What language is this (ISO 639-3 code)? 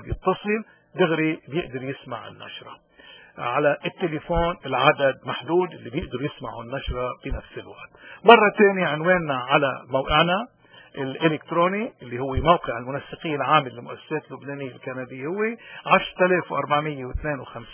apc